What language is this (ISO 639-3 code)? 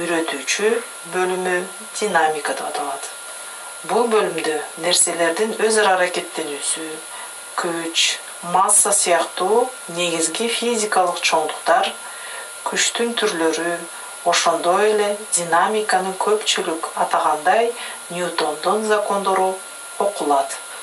kir